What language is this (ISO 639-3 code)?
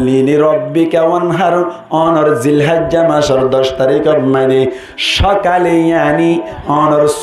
rhg